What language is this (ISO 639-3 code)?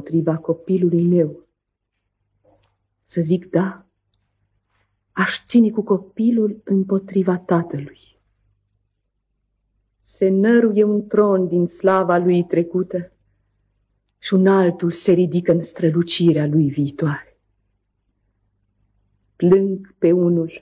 ron